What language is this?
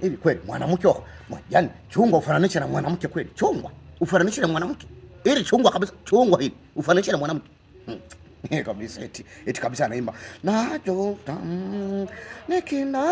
Swahili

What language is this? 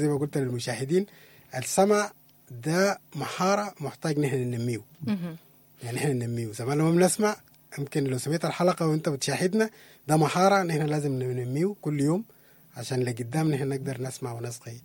Sudanese Arabic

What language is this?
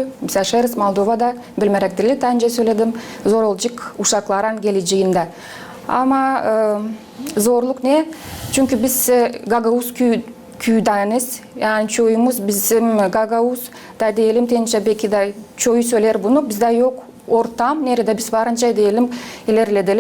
Gagauz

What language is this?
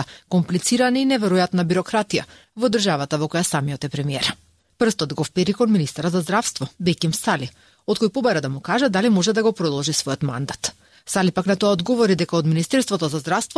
Macedonian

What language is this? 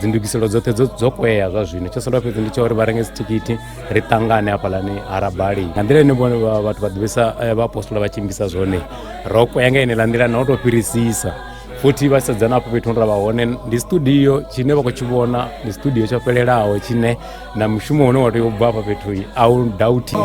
Venda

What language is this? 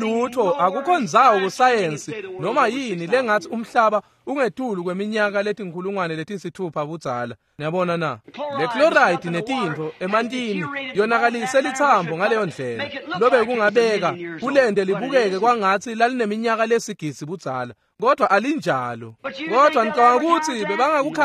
Swati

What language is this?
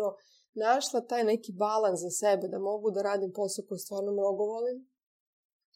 Serbian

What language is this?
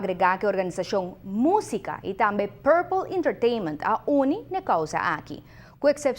Papiamento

